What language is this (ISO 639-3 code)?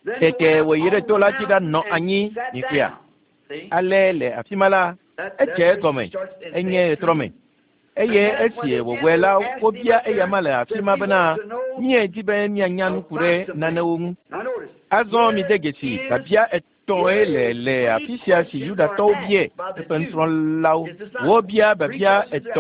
ewe